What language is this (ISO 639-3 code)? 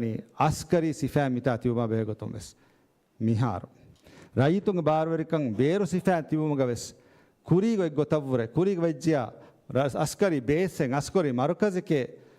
div